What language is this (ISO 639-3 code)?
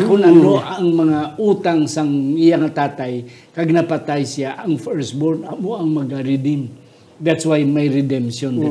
hil